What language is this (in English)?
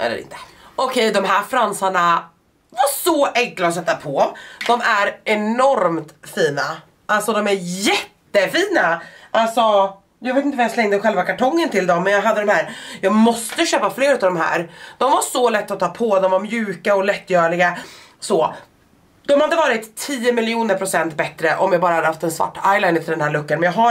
Swedish